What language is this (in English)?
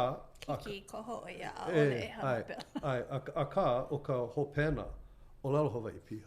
Hawaiian